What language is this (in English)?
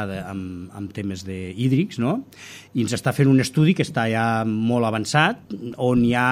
Catalan